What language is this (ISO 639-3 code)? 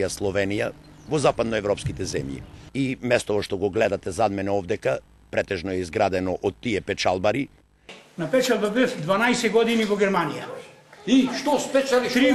mkd